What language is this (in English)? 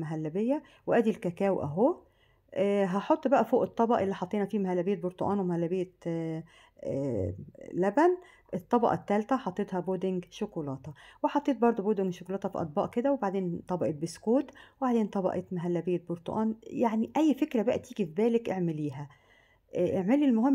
Egyptian Arabic